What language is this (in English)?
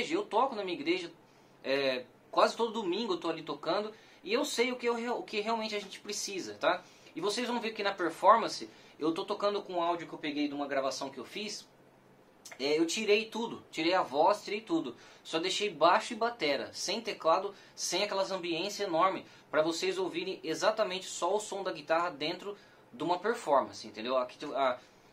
Portuguese